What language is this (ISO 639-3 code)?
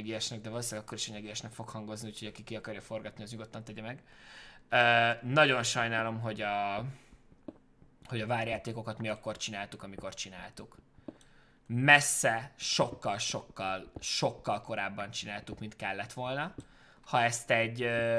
hun